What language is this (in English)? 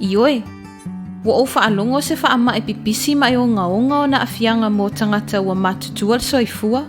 Samoan